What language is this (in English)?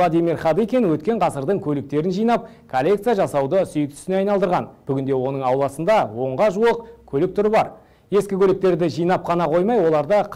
Kazakh